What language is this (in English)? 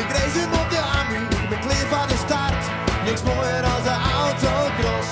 Western Frisian